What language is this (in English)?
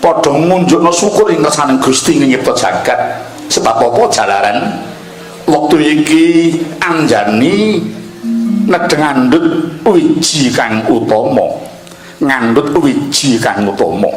Javanese